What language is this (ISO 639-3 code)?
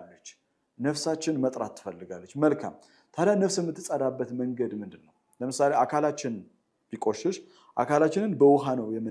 amh